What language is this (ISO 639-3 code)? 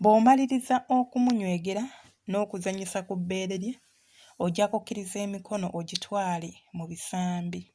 lug